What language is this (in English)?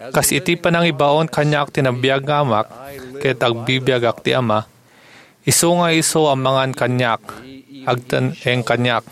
Iloko